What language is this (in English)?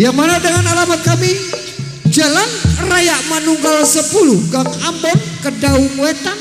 Betawi